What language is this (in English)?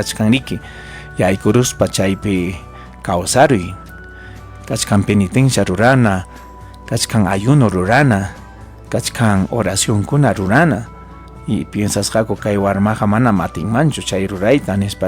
Ayacucho Quechua